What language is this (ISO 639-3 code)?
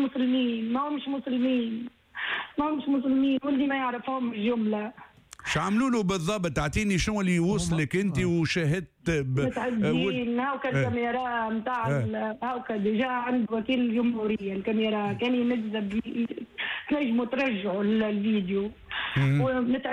aeb